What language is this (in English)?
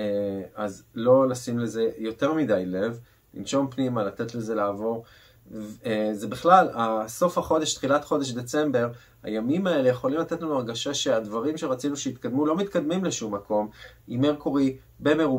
Hebrew